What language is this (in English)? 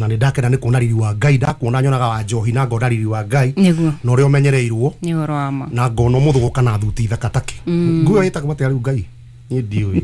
Kikuyu